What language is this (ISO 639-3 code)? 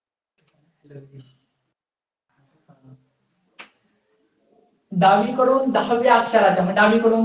mar